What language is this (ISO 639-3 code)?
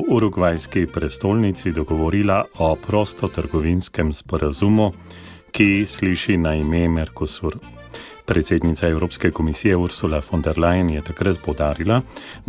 slv